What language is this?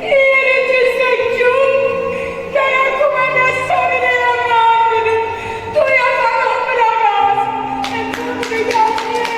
Neapolitan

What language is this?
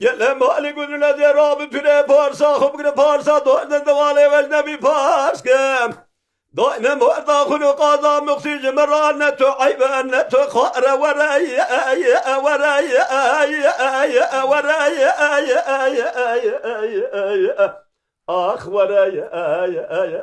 Kurdish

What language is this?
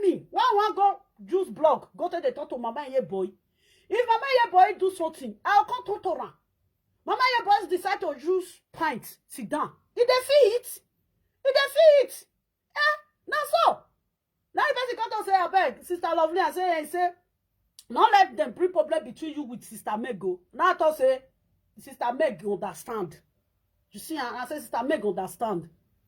Nigerian Pidgin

